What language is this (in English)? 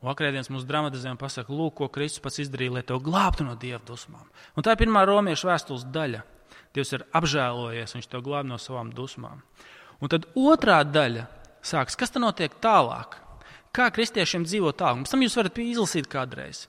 Latvian